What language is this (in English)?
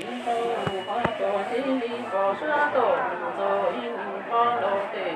Hmong